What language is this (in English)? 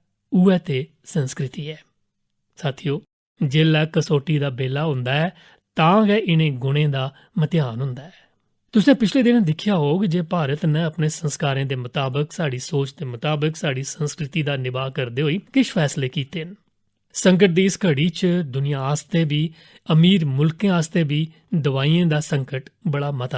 Dogri